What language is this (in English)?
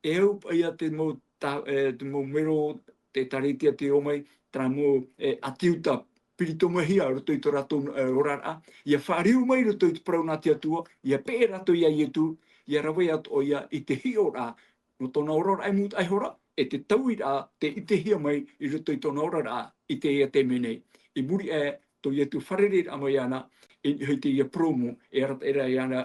Tahitian